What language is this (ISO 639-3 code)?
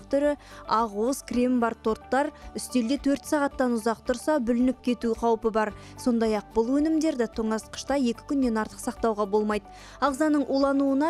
kaz